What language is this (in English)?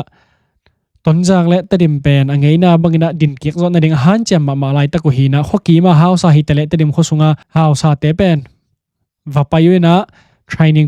Tedim Chin